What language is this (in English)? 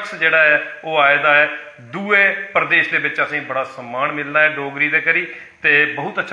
Dogri